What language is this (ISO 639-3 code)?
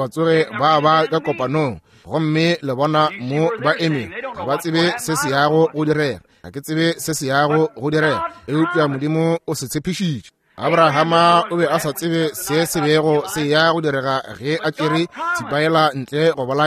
nso